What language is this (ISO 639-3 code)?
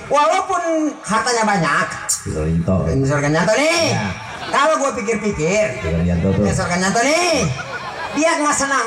bew